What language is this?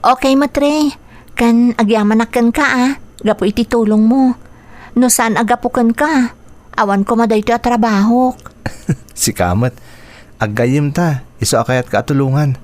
Iloko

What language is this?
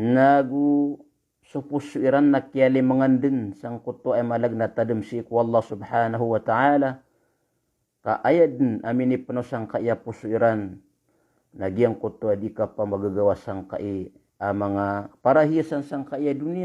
Maranao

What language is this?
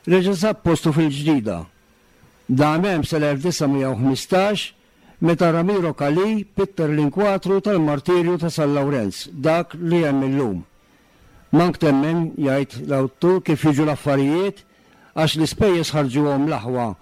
Maltese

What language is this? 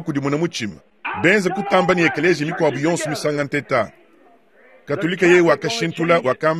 Luba-Lulua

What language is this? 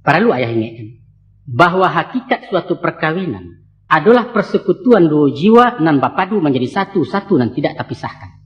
Minangkabau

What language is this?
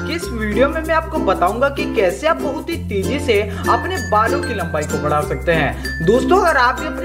Hindi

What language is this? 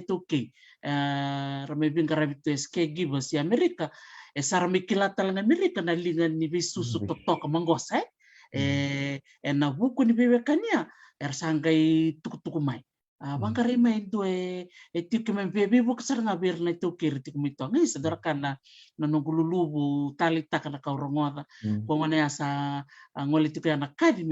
Fijian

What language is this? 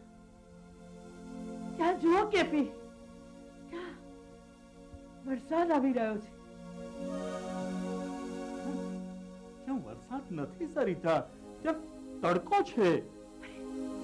Gujarati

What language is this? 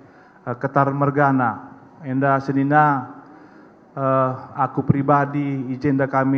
Batak Karo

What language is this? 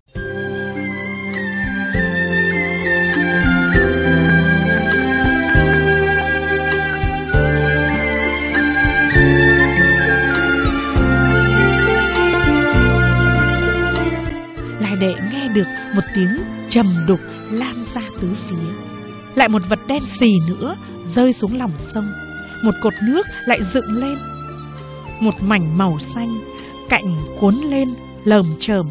Vietnamese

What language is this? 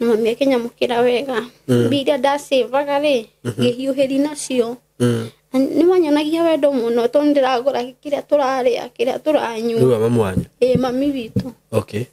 Kikuyu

